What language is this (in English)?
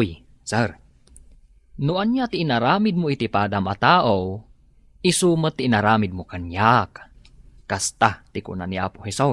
Iloko